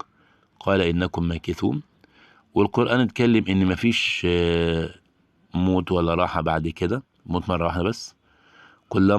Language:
Egyptian Arabic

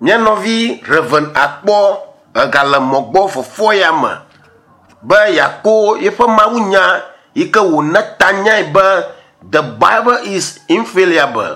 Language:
Ewe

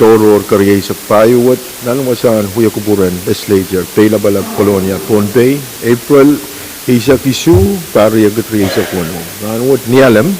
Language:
Pohnpeian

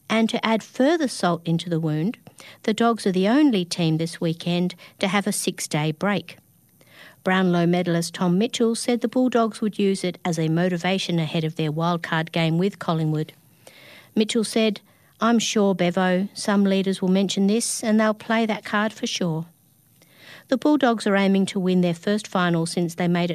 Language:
English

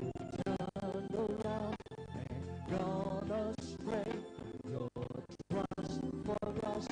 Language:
Ewe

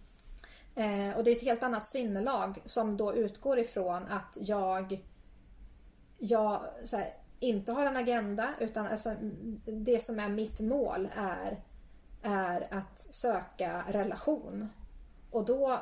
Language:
Swedish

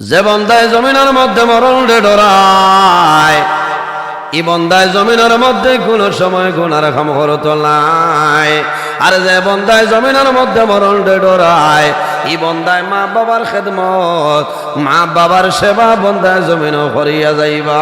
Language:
Sylheti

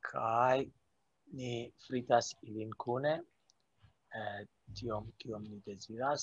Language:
Esperanto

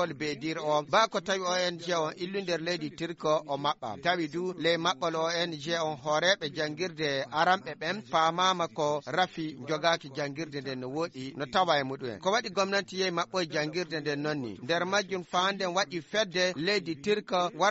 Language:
Fula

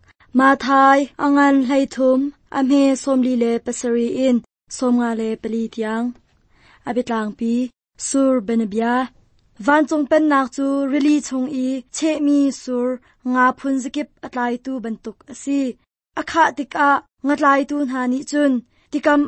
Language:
Hakha Chin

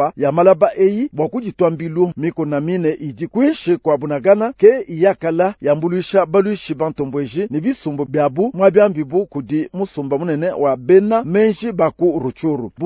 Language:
Luba-Lulua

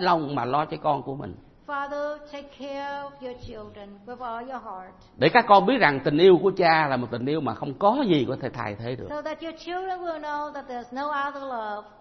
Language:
Vietnamese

